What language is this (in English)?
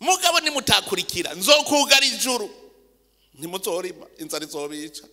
Rundi